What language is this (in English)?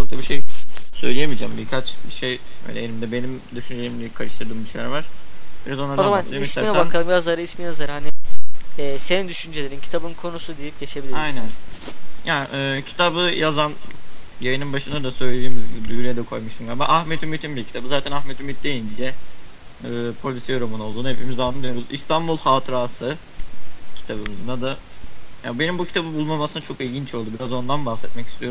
Turkish